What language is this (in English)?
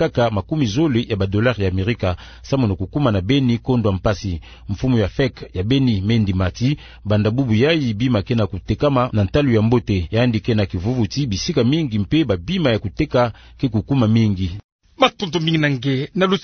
Kituba (Democratic Republic of Congo)